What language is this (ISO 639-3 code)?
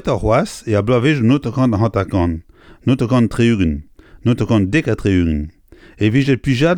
bre